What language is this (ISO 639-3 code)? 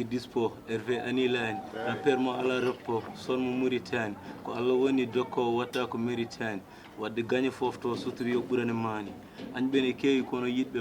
ful